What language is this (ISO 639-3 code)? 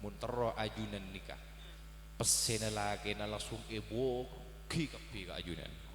mad